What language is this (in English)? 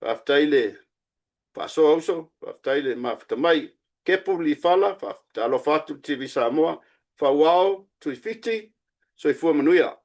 Samoan